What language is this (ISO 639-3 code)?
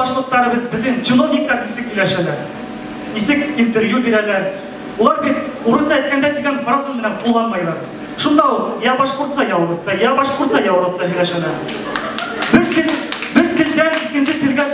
bak